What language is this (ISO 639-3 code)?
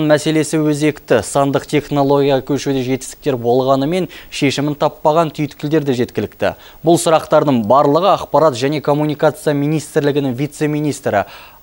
kaz